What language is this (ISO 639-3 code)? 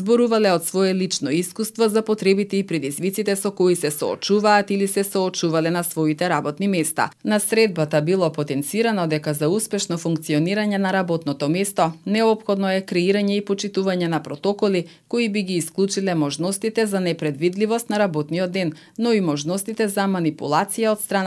mkd